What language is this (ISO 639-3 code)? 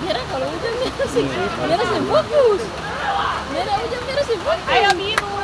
abs